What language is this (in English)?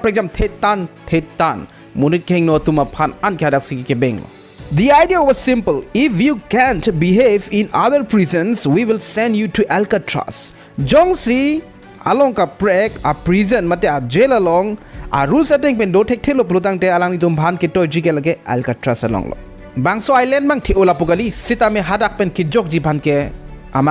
Karbi